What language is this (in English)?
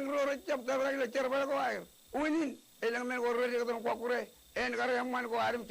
Marshallese